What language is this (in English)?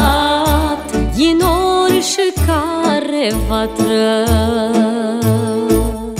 Romanian